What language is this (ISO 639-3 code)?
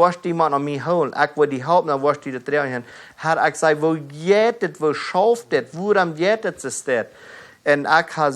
pdt